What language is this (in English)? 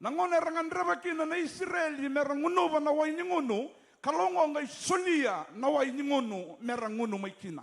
Fijian